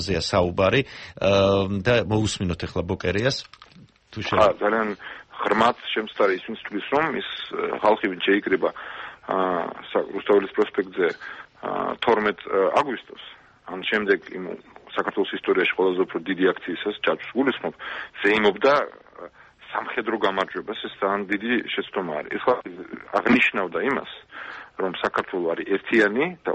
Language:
Georgian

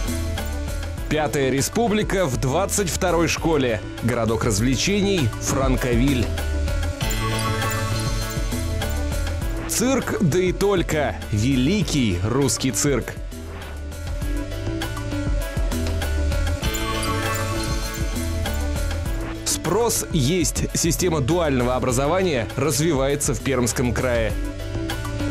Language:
Russian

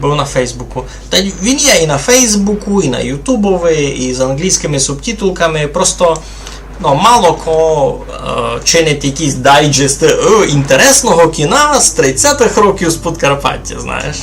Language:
Rusyn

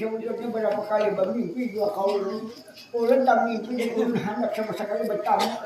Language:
Banjar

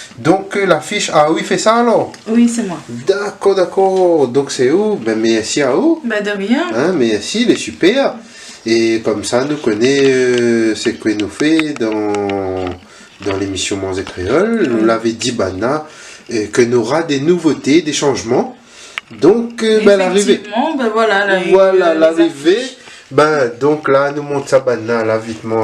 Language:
Réunion Creole French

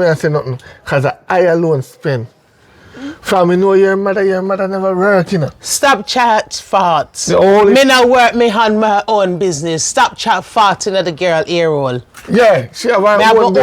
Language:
Jamaican Creole English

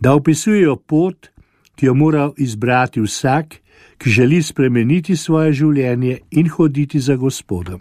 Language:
Slovenian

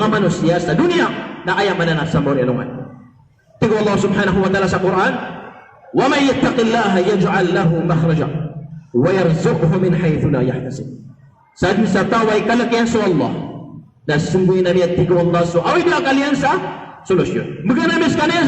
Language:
Maranao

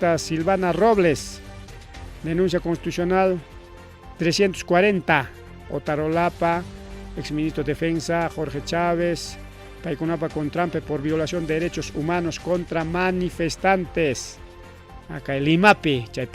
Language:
Ayacucho Quechua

